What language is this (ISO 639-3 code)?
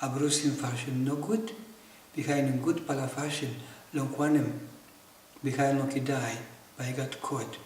tpi